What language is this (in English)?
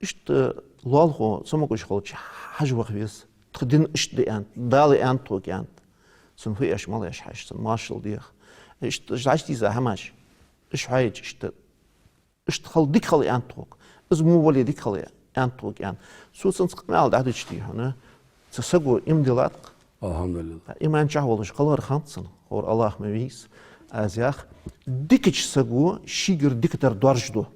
Ingush